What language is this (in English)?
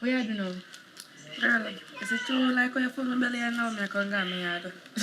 Jamaican Creole English